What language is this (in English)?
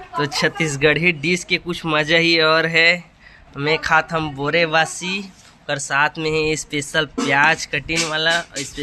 Chhattisgarhi